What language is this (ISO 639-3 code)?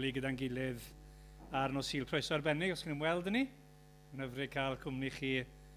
cym